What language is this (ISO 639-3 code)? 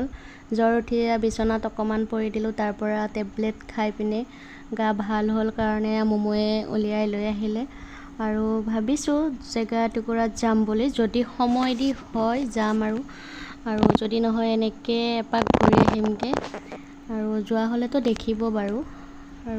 asm